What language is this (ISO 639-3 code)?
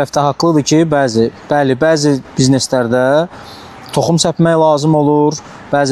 aze